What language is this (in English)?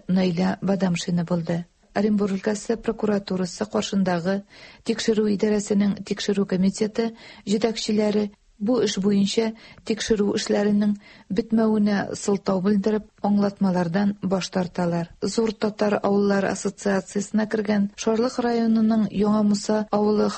Tatar